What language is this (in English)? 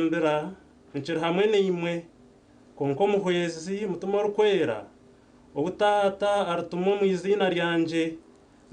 Nyankole